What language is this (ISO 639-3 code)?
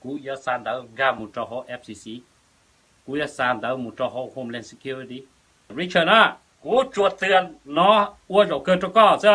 hmn